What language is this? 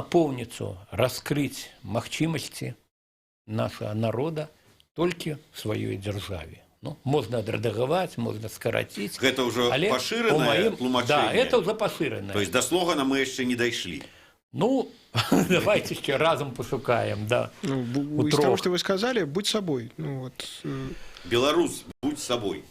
Belarusian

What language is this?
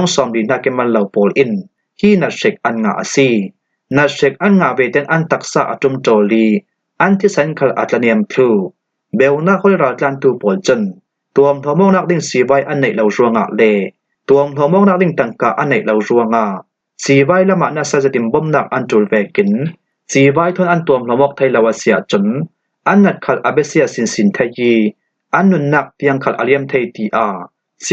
Falam Chin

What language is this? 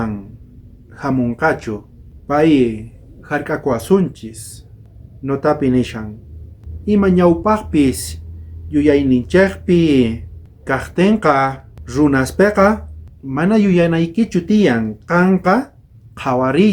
South Bolivian Quechua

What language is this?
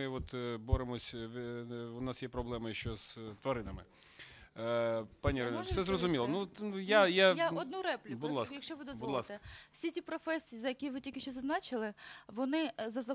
Ukrainian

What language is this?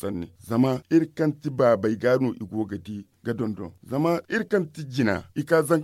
Zarma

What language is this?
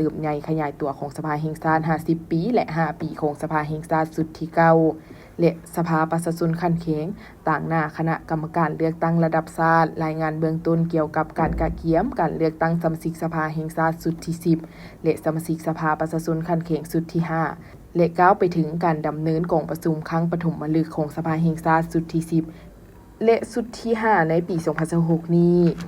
Lao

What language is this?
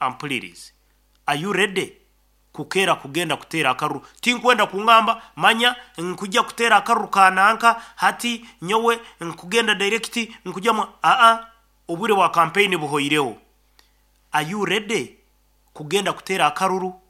Nyoro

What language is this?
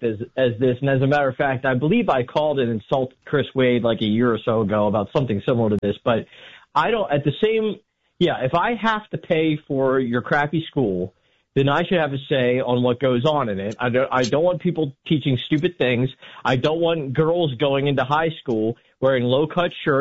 English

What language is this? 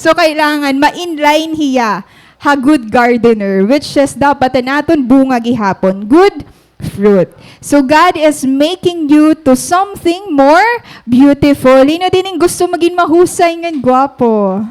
Waray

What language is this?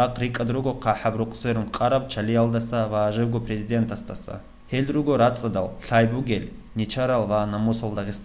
Avaric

